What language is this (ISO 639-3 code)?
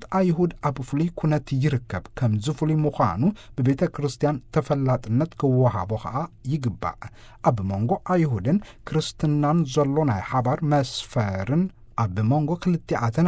tir